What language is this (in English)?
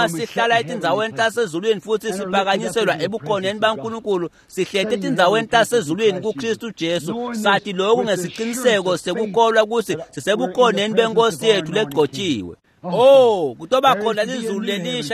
Swati